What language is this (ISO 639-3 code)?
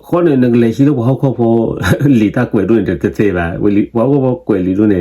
ksw